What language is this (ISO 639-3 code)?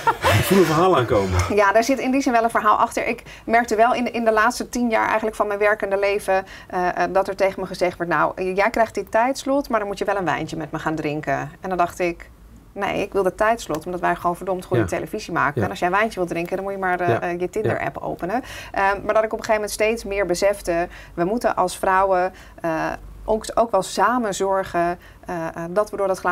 nld